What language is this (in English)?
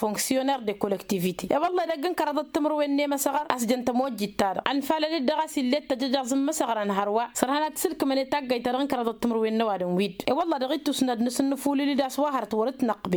Tamasheq